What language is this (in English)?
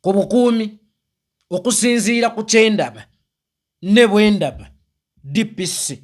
Ganda